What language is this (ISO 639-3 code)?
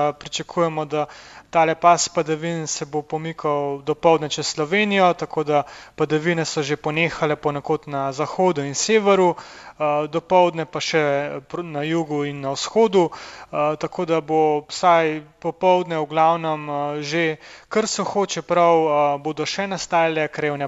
slv